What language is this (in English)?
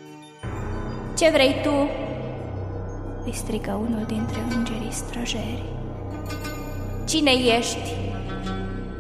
Romanian